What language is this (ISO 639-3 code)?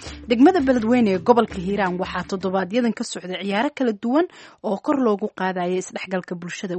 som